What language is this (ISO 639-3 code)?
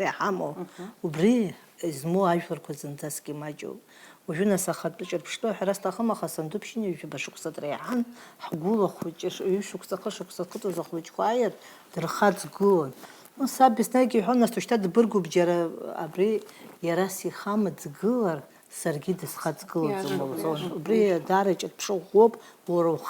abk